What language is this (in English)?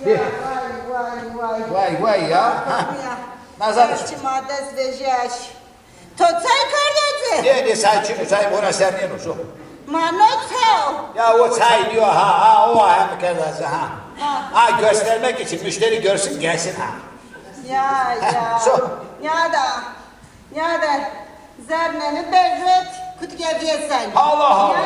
Zaza